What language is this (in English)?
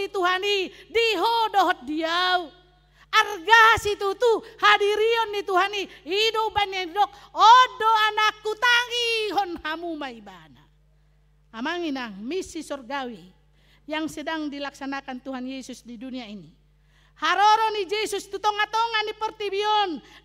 Batak Toba